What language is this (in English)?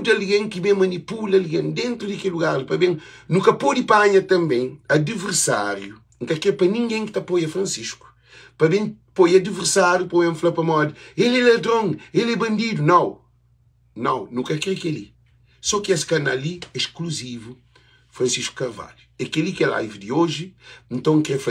Kabuverdianu